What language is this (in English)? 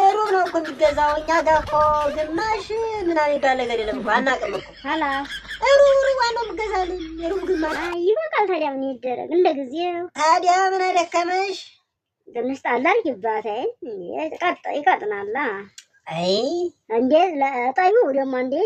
Amharic